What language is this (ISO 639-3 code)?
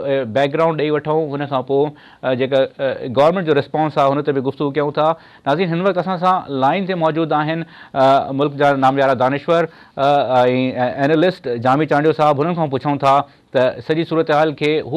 snd